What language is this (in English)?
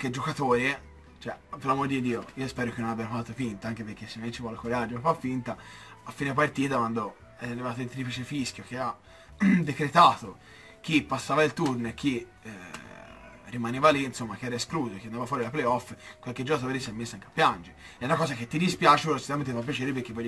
Italian